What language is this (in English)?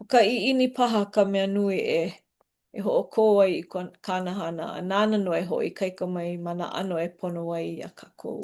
Hawaiian